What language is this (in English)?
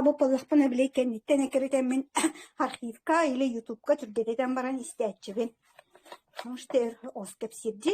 Yakut